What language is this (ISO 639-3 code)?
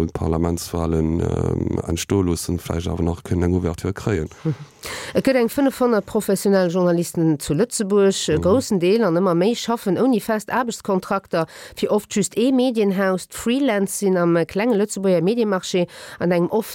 ltz